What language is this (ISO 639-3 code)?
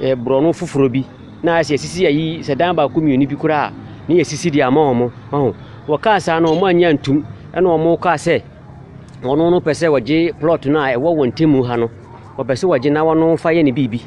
aka